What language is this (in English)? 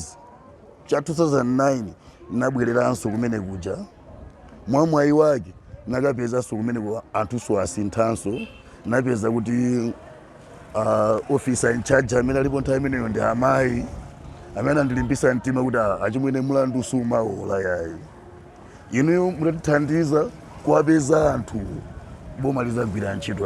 Nyanja